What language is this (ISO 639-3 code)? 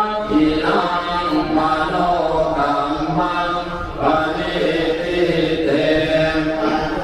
pli